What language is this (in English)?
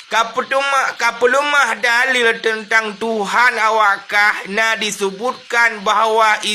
Achinese